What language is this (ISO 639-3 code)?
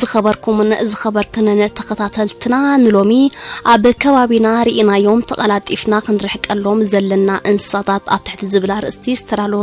tir